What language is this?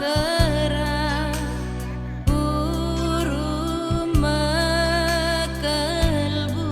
Batak Karo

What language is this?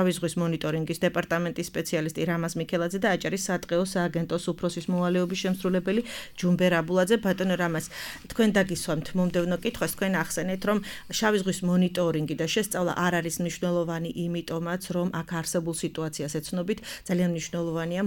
Georgian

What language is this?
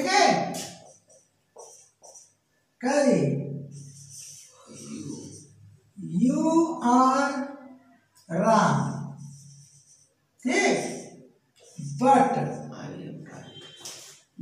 Hindi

